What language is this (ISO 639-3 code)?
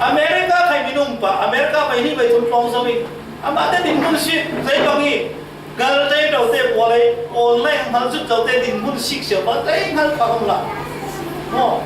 cfm